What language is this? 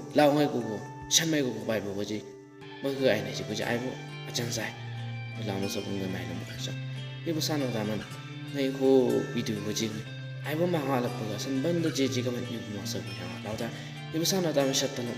Chang Naga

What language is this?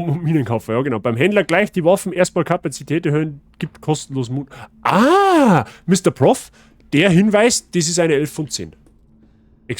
Bavarian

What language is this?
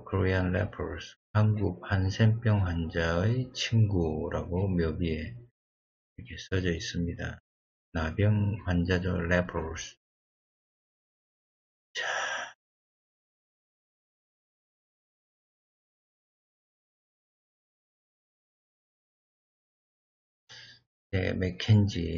Korean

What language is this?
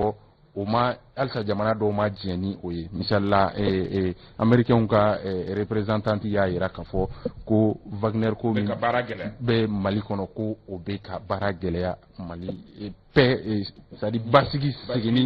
Bambara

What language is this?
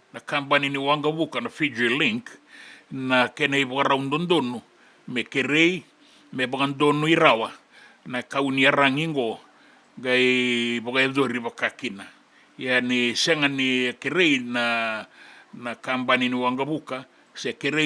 Fijian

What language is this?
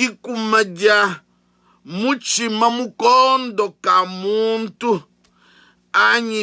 Luba-Lulua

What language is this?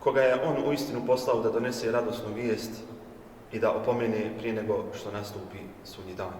Bosnian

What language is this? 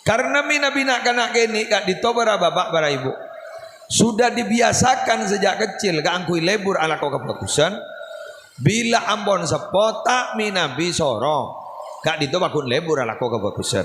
Madurese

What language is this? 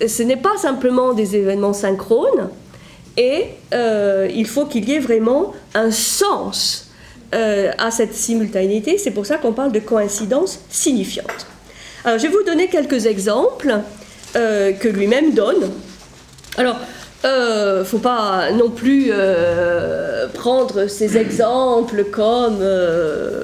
French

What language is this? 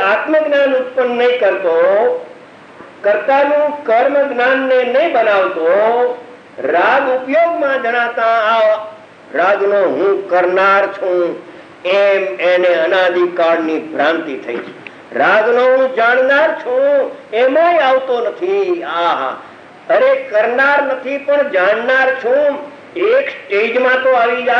Gujarati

